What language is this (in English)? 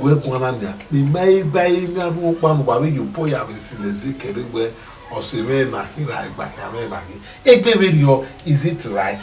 Bini